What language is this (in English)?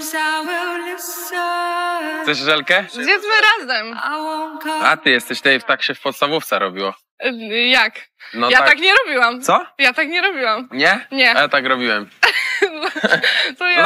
Polish